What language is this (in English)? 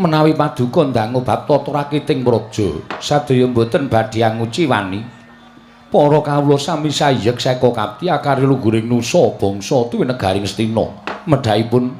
Javanese